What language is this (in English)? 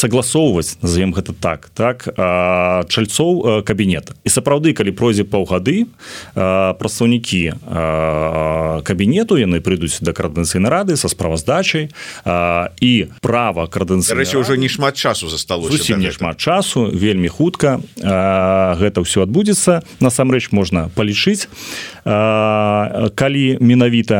Belarusian